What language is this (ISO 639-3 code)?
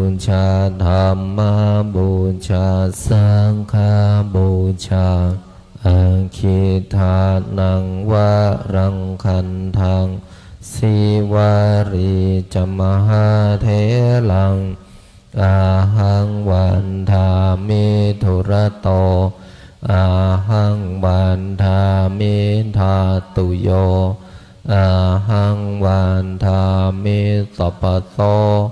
pli